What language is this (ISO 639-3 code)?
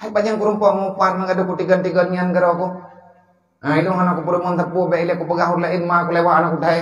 ace